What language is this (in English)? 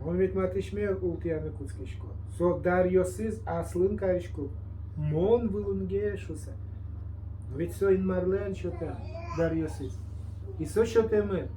Udmurt